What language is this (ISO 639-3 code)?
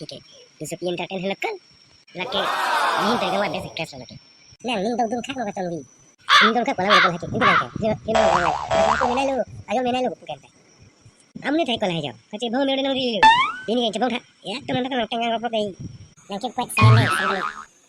mjw